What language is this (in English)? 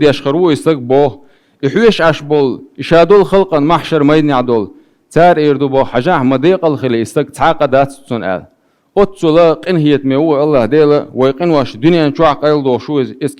Chechen